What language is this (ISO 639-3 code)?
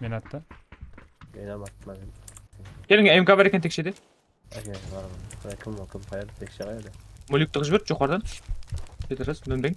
kaa